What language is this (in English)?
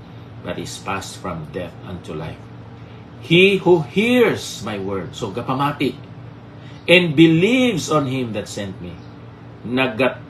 Hiligaynon